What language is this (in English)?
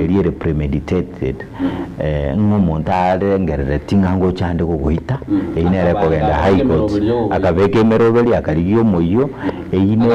Gusii